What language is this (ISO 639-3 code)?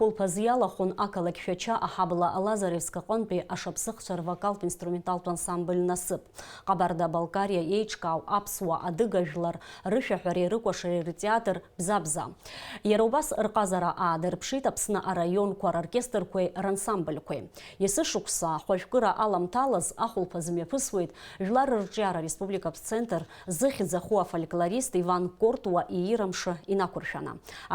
abk